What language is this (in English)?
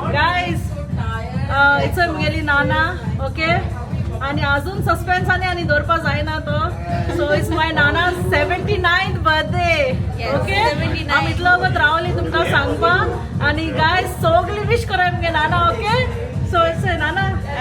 Konkani